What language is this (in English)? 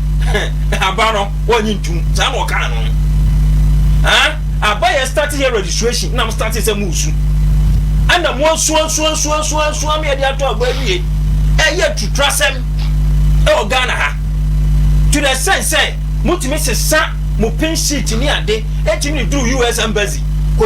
Akan